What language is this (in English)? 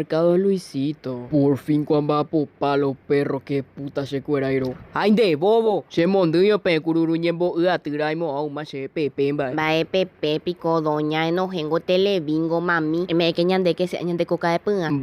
Guarani